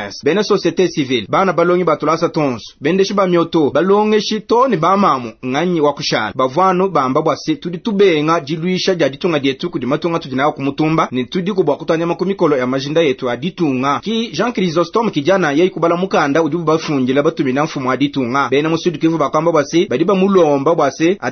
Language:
Luba-Lulua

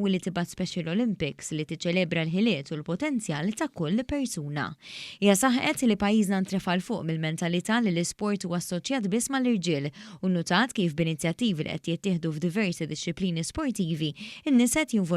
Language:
Maltese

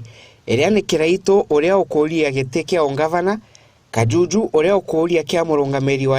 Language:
Meru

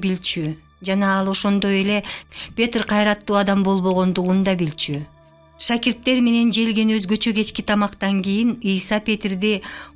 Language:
Kyrgyz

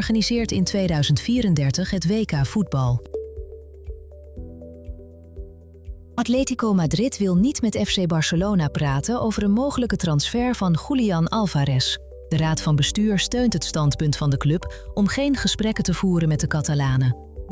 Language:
Dutch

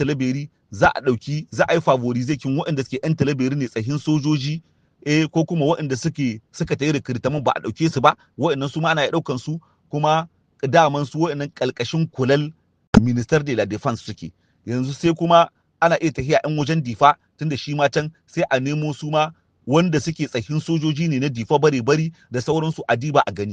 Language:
Hausa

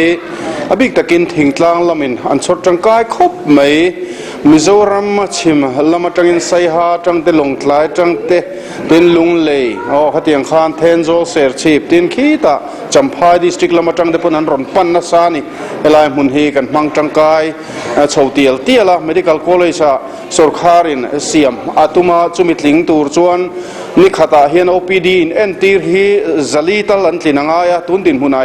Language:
Mizo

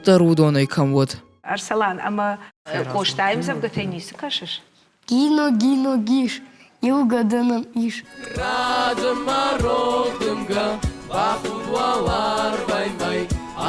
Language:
Ossetic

